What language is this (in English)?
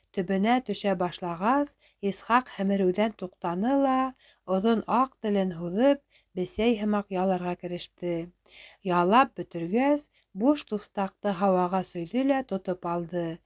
Bashkir